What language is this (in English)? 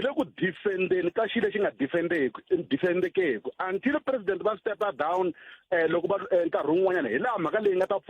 Tsonga